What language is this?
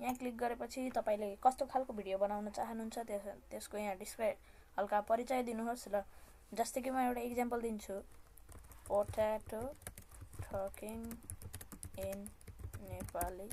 Nepali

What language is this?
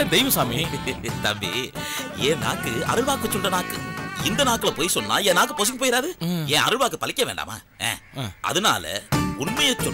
Tamil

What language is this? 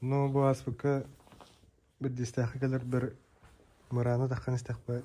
Yakut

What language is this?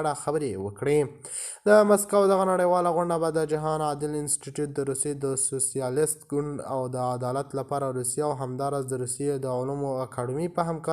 Pashto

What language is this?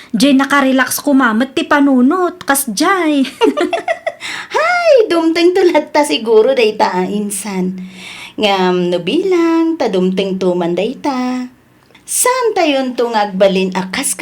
Iloko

